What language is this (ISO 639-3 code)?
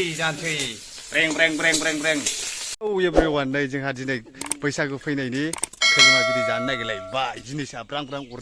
brx